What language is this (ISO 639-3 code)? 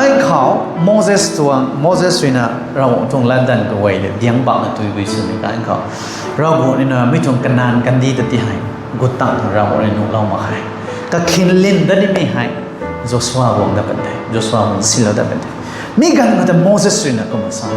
nbu